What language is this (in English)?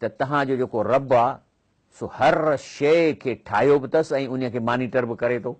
Sindhi